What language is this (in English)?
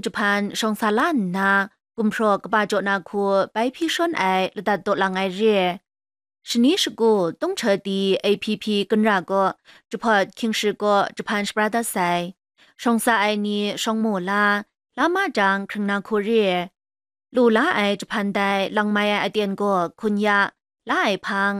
Kachin